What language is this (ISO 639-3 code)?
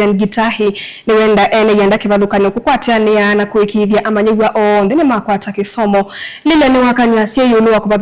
kam